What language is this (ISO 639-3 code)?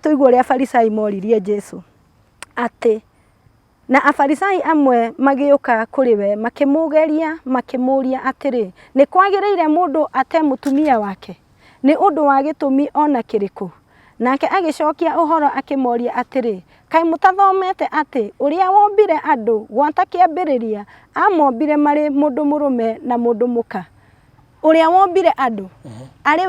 kik